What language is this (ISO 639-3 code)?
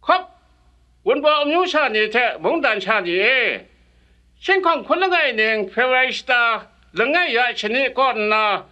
kac